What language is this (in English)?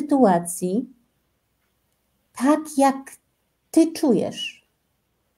Polish